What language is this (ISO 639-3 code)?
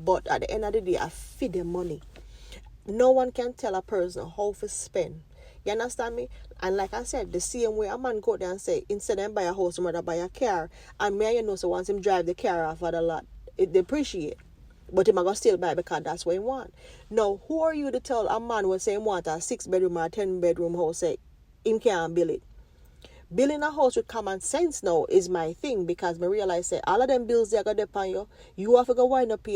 jam